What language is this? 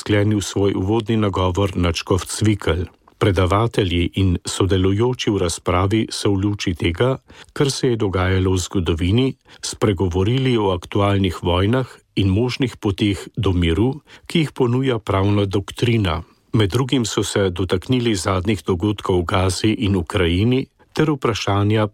Slovenian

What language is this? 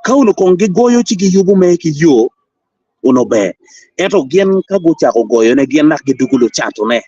Acoli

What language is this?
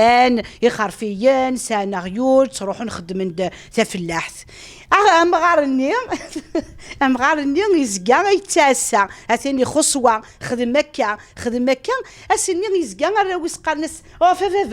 Kabyle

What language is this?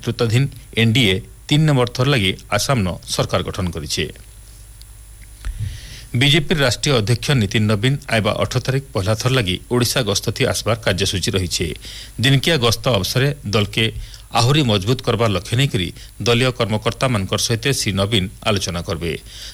Odia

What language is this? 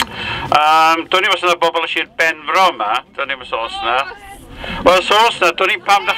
Welsh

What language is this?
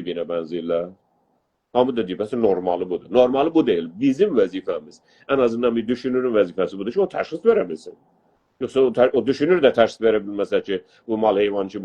South Azerbaijani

